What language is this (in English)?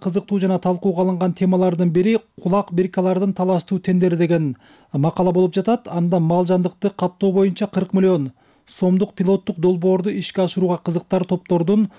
Kyrgyz